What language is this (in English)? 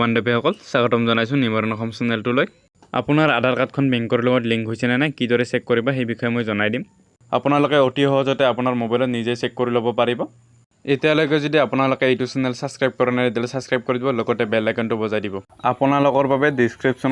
Assamese